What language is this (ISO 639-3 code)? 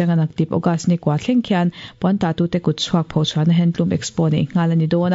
lus